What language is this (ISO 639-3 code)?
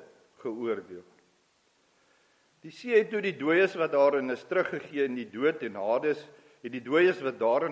afr